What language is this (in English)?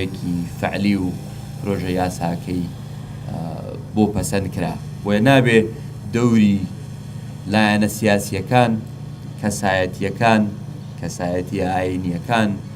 Central Kurdish